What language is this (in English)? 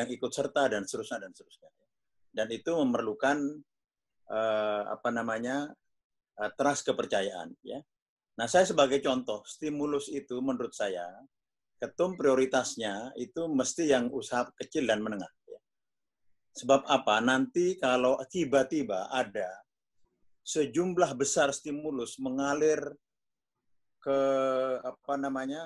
Indonesian